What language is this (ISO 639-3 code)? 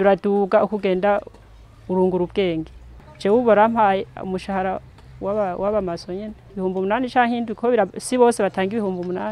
run